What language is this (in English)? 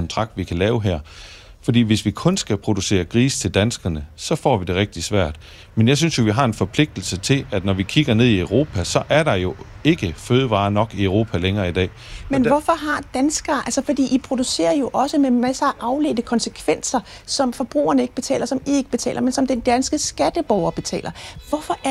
Danish